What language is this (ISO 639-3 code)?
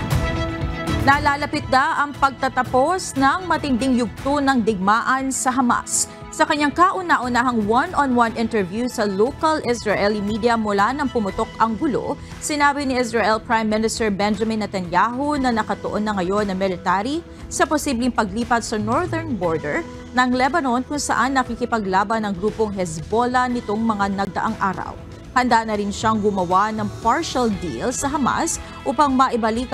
fil